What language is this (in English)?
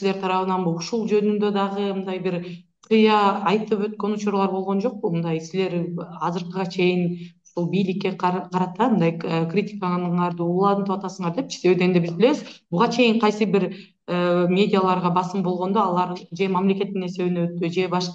Kyrgyz